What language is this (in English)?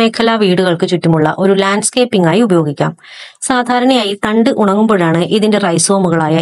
Malayalam